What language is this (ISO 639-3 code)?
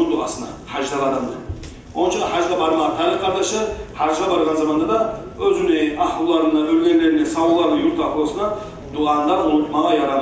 kum